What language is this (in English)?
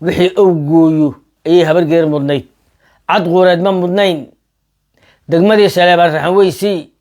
Somali